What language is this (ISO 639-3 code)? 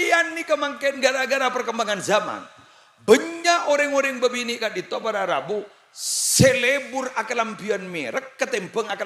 mad